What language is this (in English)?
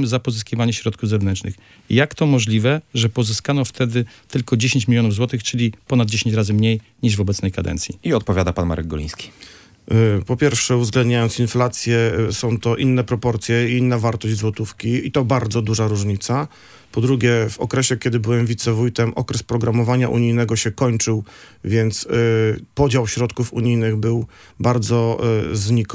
Polish